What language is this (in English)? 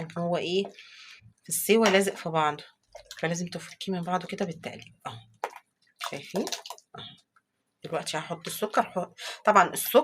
Egyptian Arabic